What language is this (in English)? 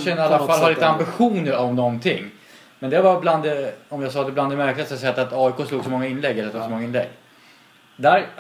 Swedish